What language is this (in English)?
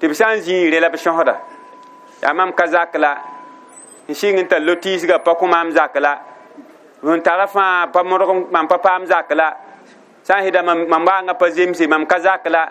Mossi